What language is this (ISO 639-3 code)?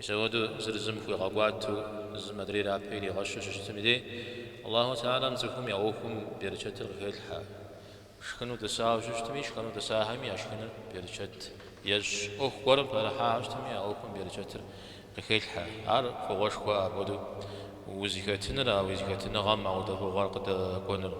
kbd